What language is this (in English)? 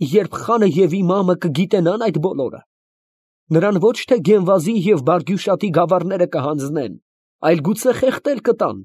Armenian